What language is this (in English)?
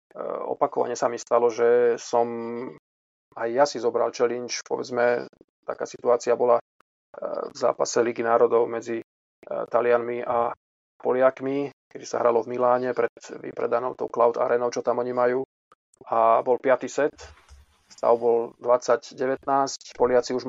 Slovak